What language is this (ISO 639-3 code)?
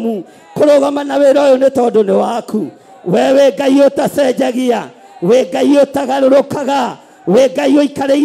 kik